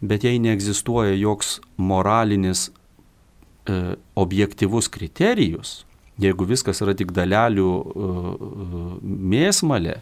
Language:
Lithuanian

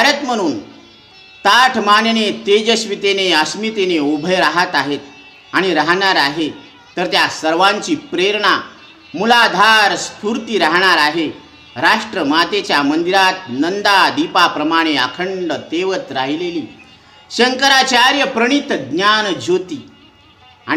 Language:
Marathi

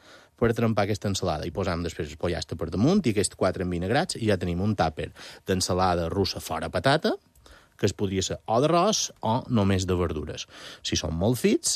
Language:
Catalan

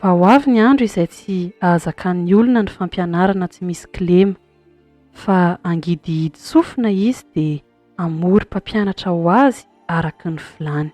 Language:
Malagasy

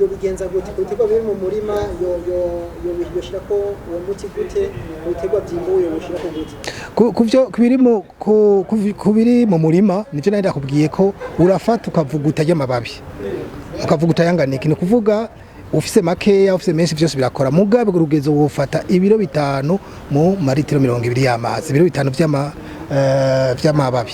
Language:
Rundi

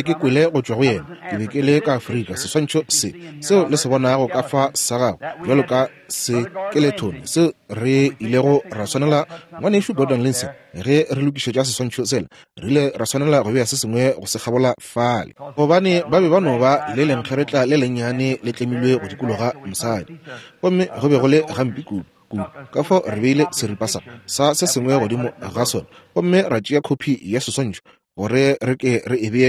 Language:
Northern Sotho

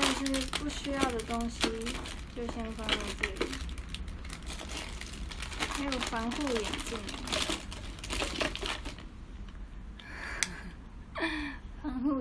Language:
Chinese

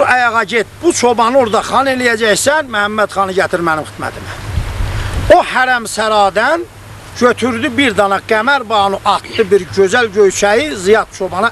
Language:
South Azerbaijani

